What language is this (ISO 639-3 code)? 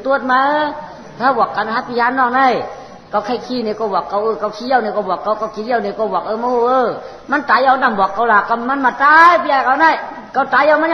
shn